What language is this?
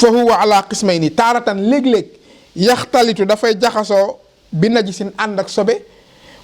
Wolof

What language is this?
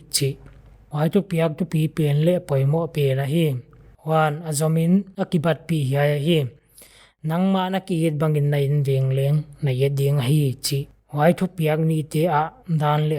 Paite Chin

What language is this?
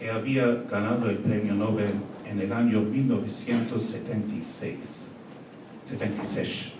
Ladino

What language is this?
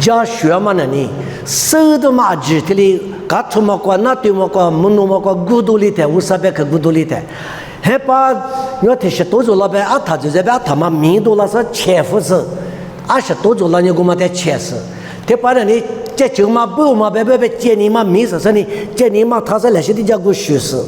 Lisu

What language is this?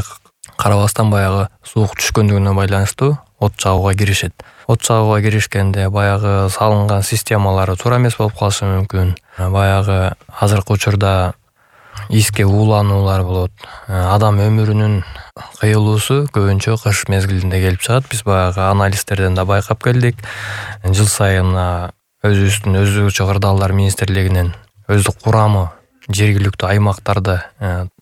Kyrgyz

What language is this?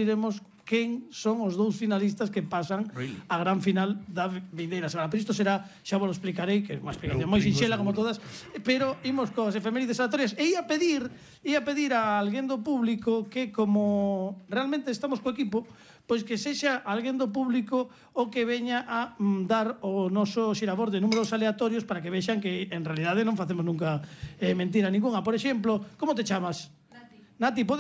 Galician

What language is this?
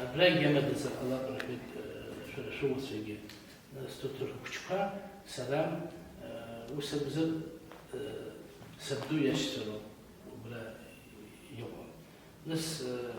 Abkhazian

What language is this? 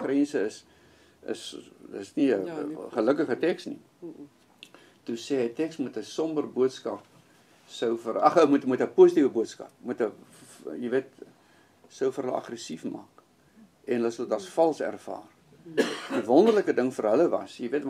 Afrikaans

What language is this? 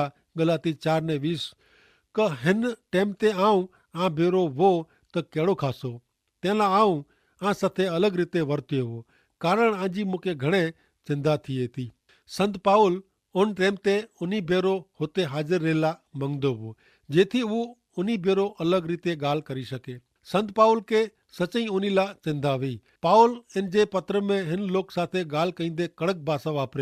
Kachhi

